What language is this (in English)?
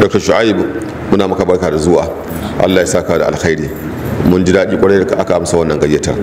Hausa